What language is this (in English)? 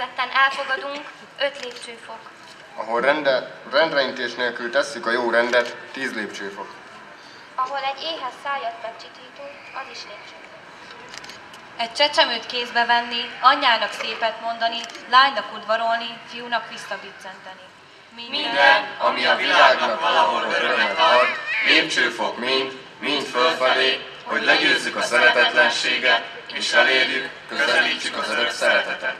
Hungarian